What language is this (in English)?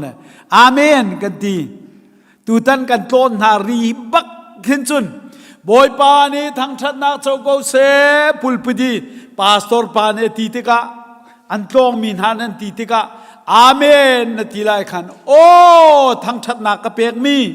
Hakha Chin